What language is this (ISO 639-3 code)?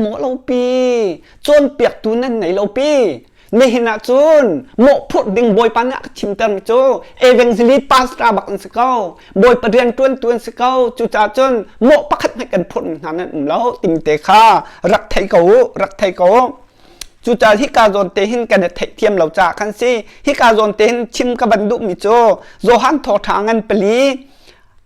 cnh